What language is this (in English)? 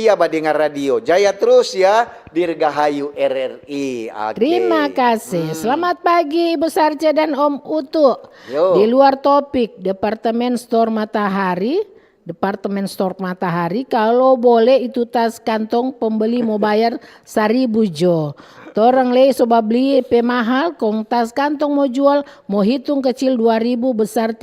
Manado Malay